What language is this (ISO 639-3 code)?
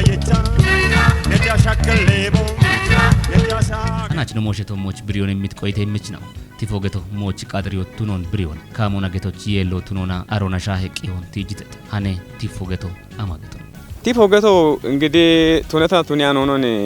kbr